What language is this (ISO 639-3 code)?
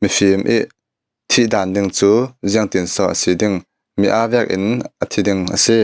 cfm